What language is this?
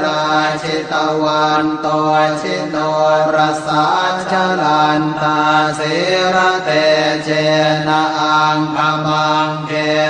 Pali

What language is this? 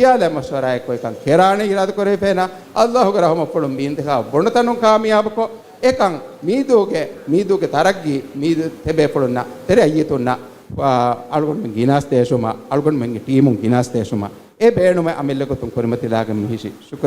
Divehi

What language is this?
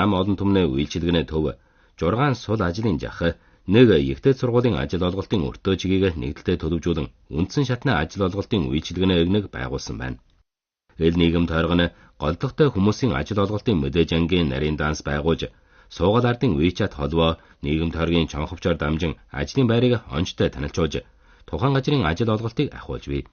Mongolian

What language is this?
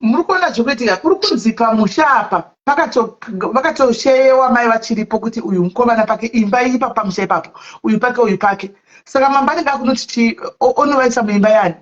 Shona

